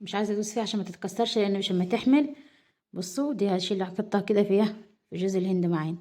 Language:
Egyptian Arabic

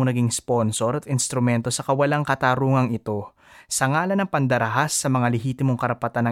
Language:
Filipino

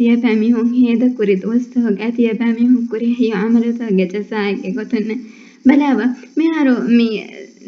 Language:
Divehi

